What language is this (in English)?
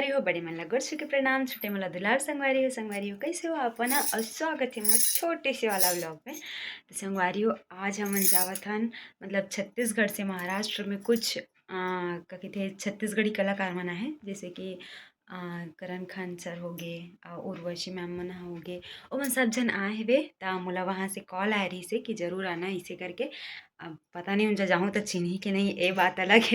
Chhattisgarhi